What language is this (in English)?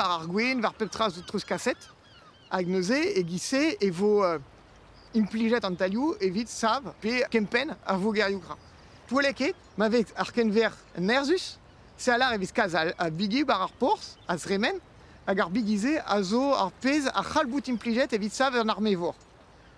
Breton